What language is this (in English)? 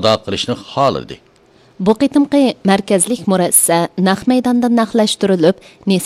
Uyghur